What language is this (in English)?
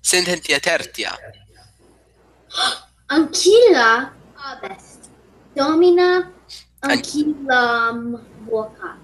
Latin